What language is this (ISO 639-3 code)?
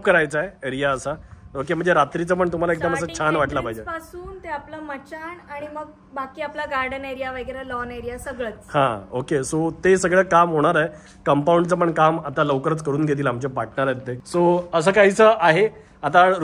mar